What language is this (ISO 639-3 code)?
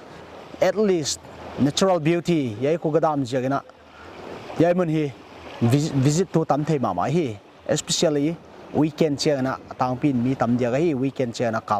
pck